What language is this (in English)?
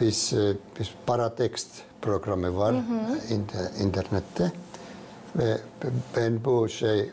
Gagauz